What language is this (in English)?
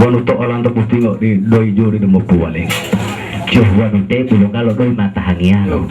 Gorontalo